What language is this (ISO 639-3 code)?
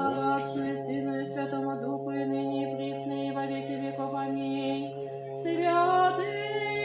tat